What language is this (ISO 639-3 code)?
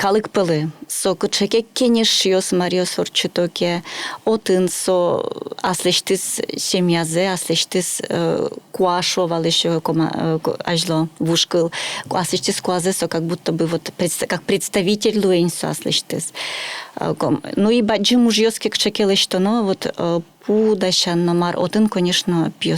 udm